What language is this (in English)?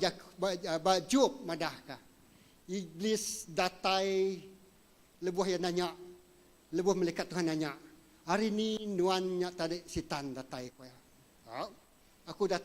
Iban